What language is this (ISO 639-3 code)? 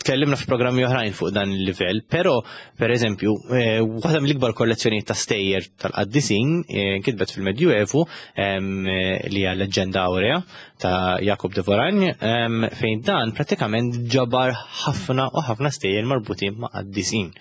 mlt